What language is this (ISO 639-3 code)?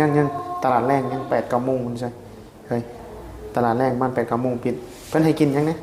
tts